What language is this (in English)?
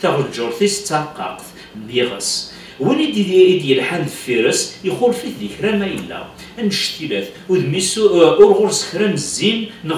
Kabyle